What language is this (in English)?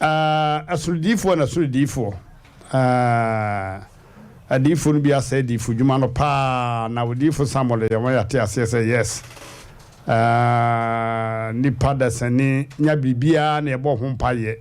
Akan